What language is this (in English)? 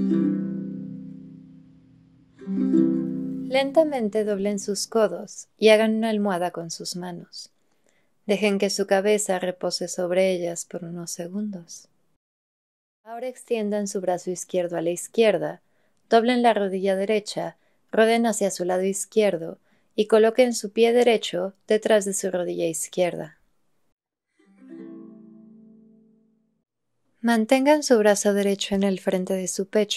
Spanish